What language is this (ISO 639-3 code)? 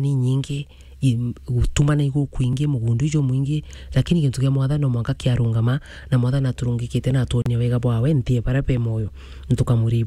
mer